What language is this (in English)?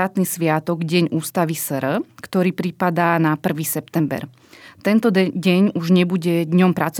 Slovak